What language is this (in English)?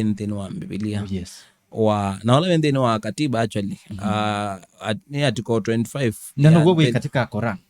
Kamba